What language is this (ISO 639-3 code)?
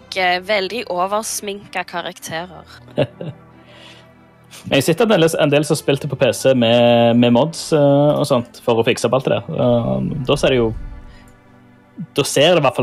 nor